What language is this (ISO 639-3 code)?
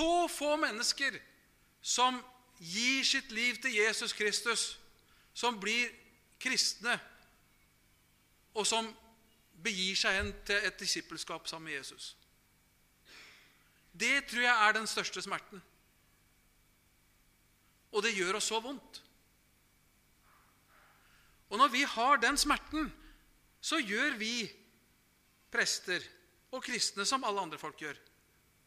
nor